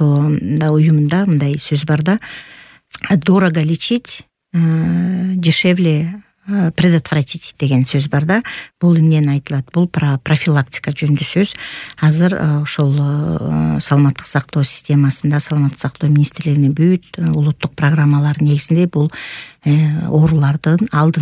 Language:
Kyrgyz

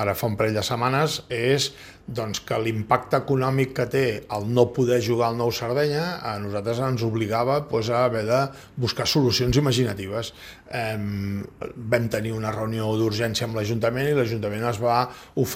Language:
Catalan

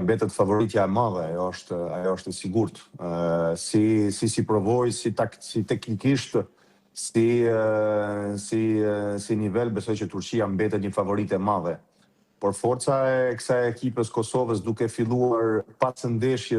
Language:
Albanian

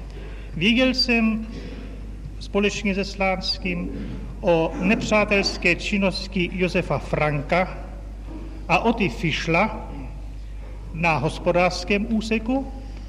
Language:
Czech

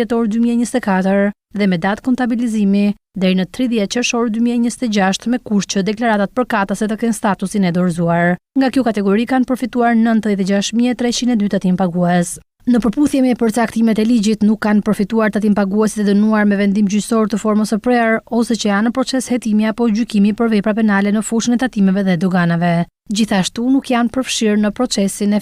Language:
Albanian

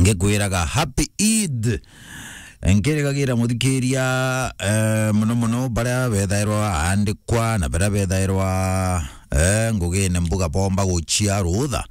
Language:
Meru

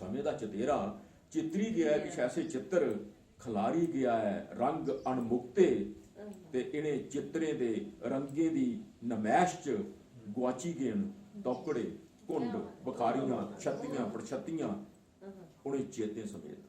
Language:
Dogri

